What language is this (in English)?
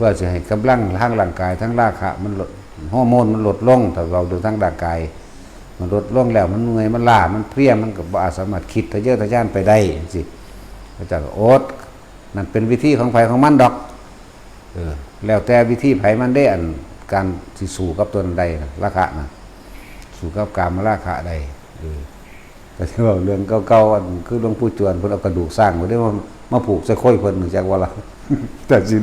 Northeastern Thai